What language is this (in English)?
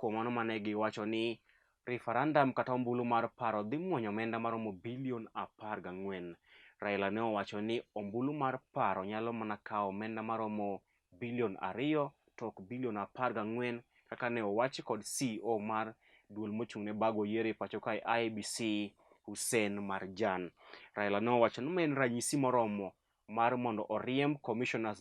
Luo (Kenya and Tanzania)